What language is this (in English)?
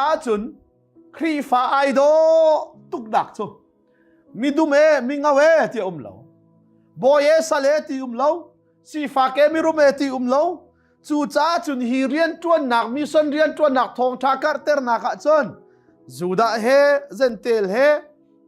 Hakha Chin